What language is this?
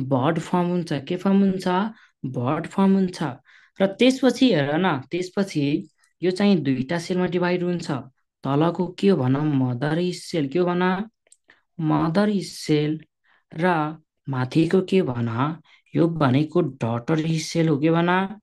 Nepali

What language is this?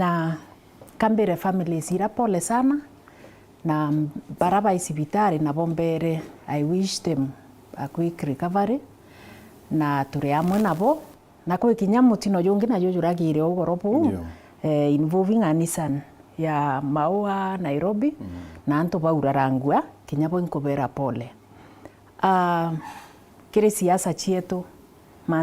Meru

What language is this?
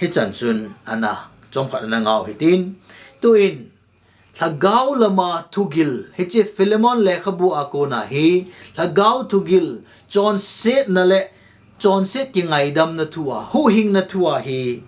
Thado Chin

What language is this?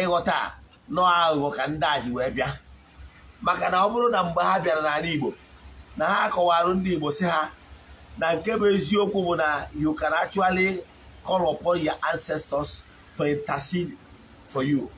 Igbo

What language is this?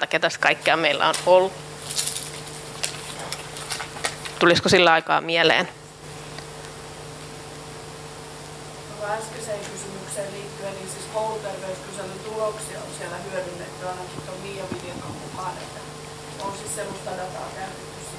Finnish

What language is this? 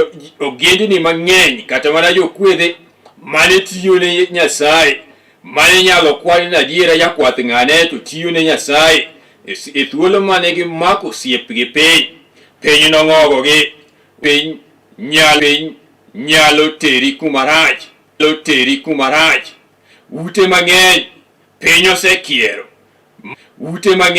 Luo (Kenya and Tanzania)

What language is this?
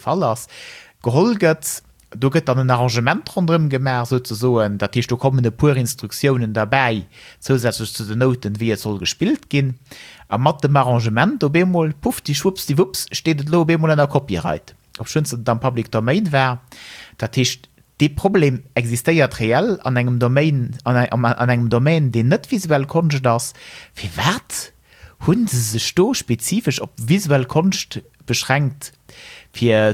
Luxembourgish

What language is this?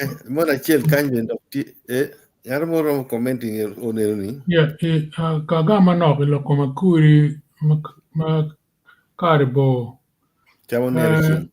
Acoli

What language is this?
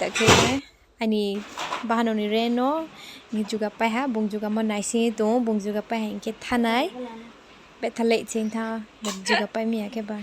Riang (India)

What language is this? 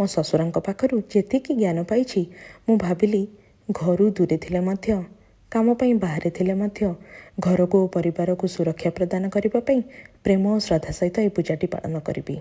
Odia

